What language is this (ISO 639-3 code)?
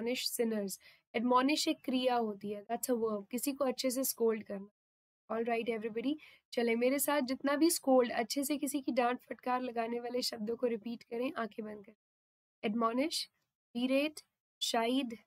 hin